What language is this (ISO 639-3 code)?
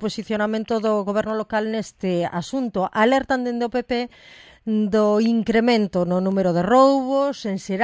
glg